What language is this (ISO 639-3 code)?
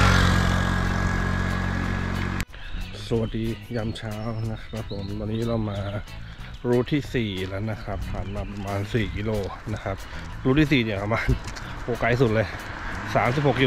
tha